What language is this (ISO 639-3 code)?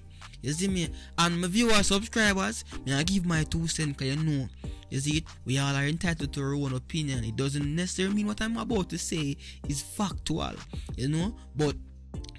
jam